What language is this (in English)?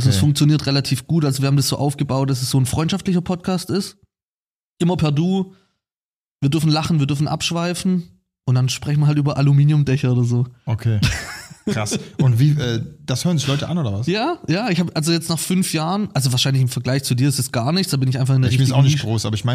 German